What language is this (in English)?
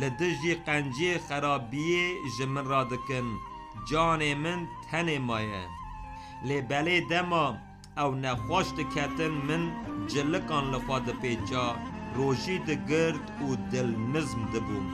Kurdish